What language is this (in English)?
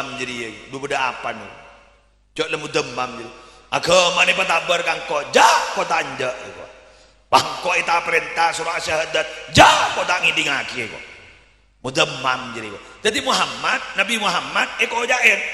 Madurese